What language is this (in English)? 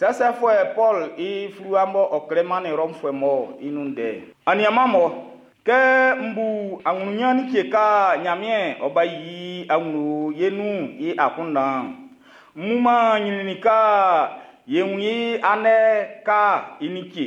Baoulé